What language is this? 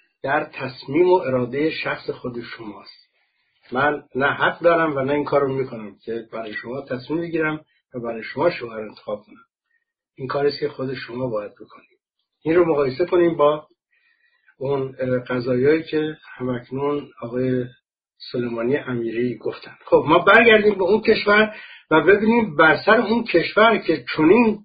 Persian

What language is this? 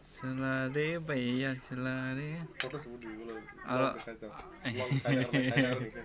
Kok Borok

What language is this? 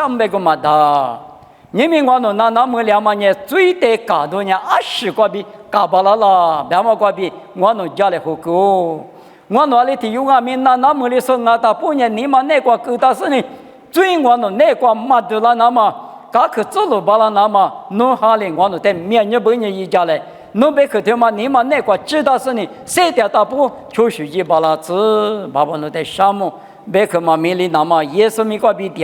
Lisu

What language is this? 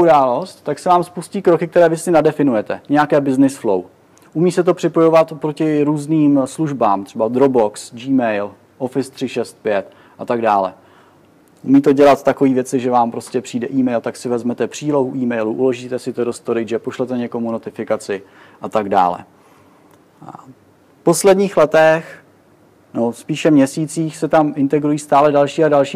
Czech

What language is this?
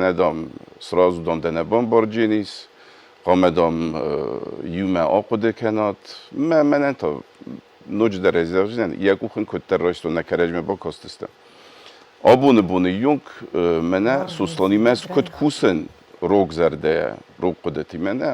Ossetic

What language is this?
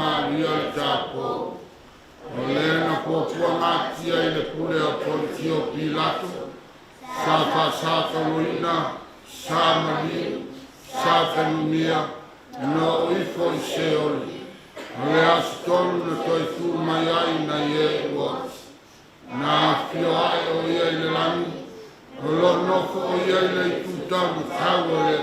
Samoan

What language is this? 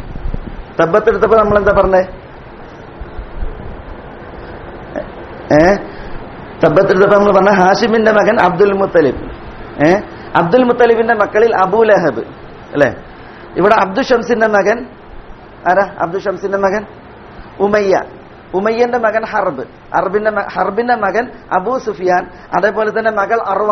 Malayalam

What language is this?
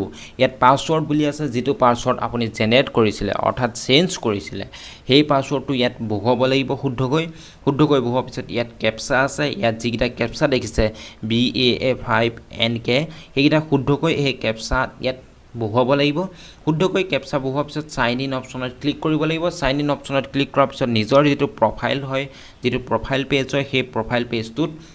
Assamese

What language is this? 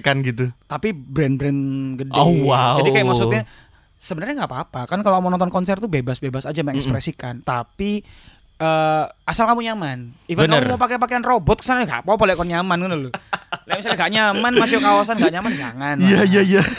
Indonesian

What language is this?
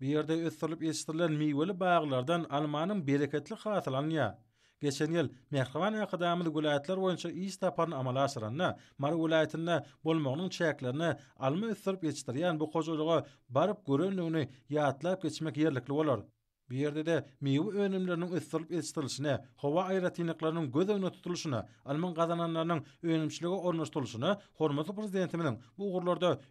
Turkmen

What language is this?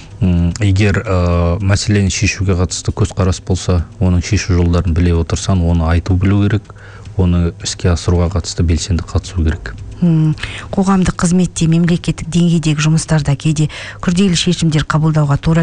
Kazakh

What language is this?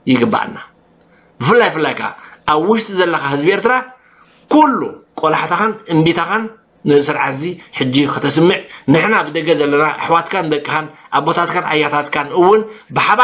Tigrinya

